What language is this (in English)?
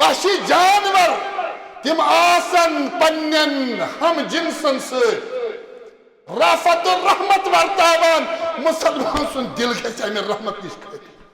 Kashmiri